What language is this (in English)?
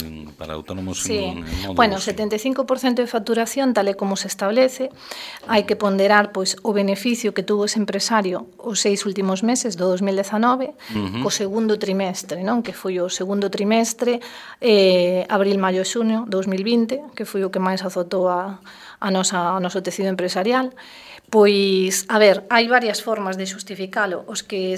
Galician